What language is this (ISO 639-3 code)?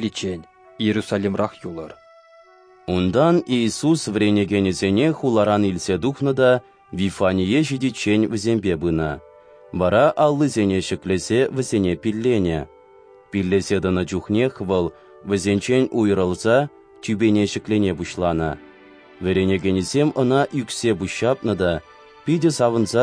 chv